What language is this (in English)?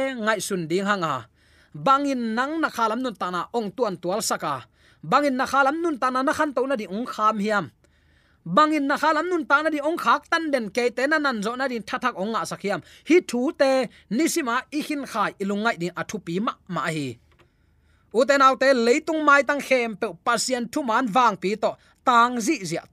Tedim Chin